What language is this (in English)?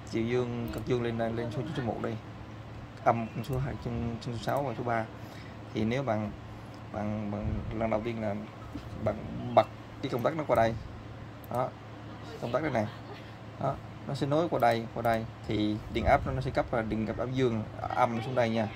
Vietnamese